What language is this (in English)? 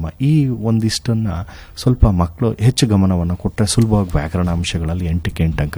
Kannada